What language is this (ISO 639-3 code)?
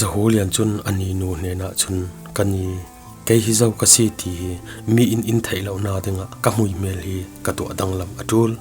cfm